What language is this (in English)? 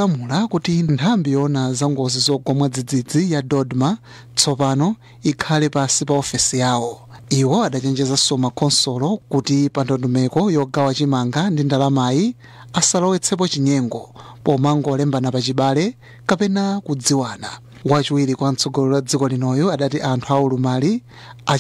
Nyanja